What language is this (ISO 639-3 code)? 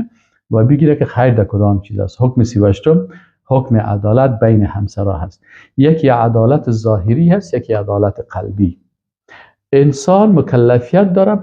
fas